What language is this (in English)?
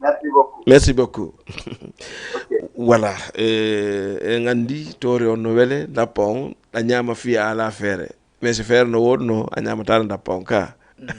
Fula